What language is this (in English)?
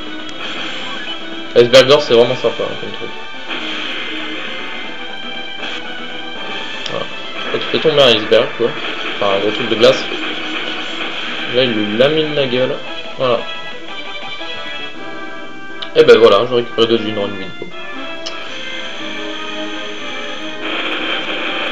French